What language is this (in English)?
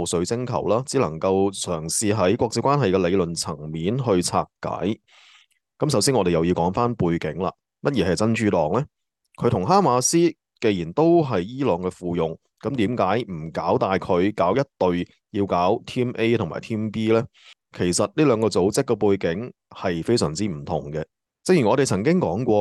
Cantonese